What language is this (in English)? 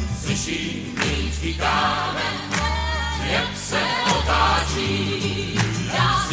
Czech